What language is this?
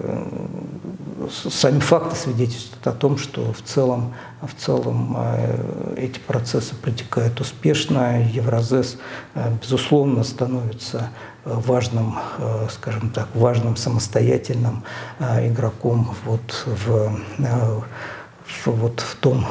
Russian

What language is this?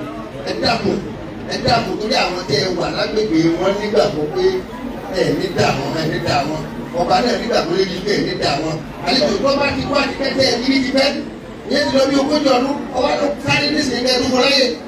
Yoruba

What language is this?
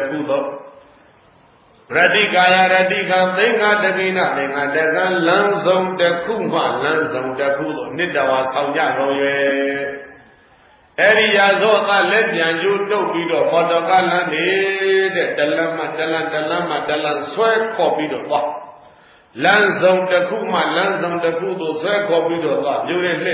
Burmese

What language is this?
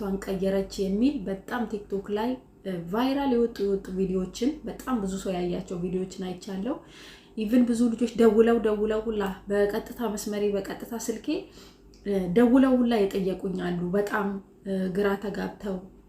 Amharic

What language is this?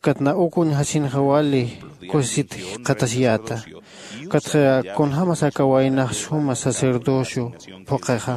Aymara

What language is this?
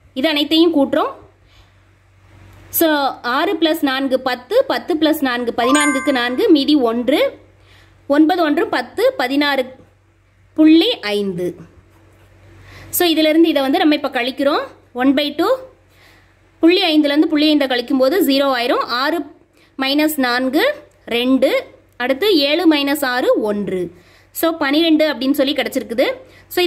Tamil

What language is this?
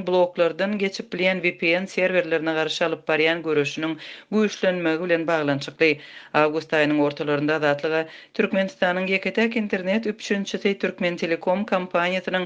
Turkmen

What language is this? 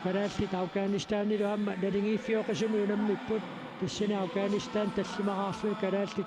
Kalaallisut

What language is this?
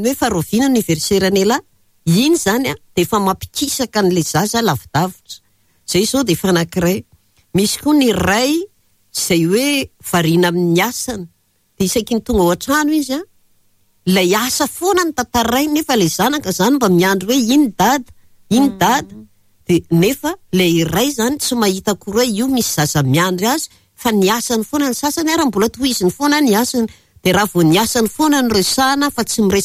Malagasy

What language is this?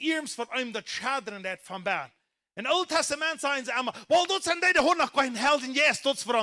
Plautdietsch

